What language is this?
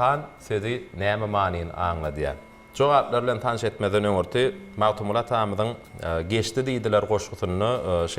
Turkmen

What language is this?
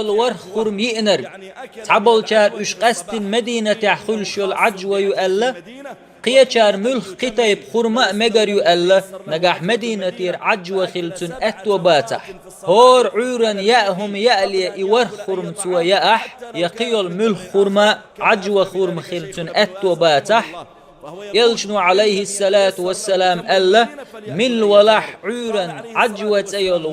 Chechen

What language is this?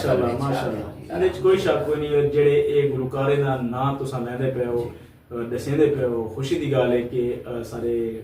Saraiki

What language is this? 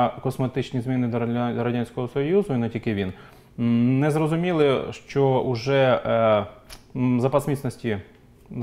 Ukrainian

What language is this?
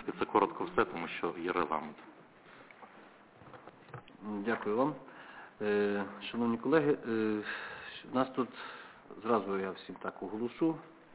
Ukrainian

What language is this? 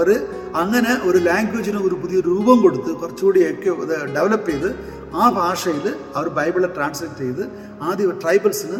Malayalam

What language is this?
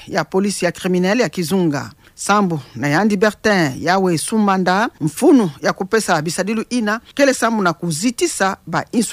Kituba (Democratic Republic of Congo)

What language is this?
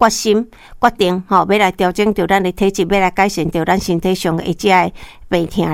Min Nan Chinese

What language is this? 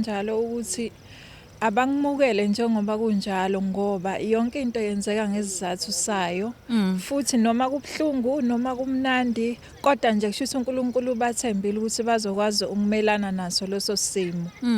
Zulu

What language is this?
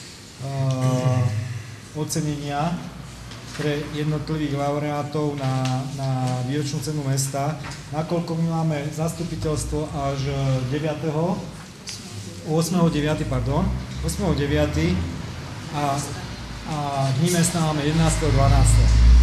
Slovak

